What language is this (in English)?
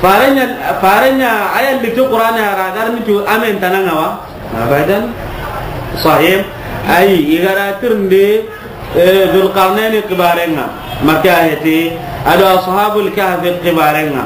Soninke